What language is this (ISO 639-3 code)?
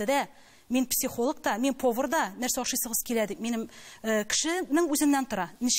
tat